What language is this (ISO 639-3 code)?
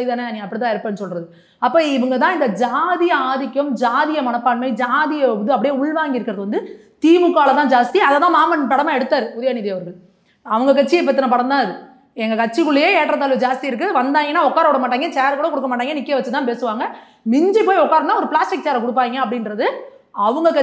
tam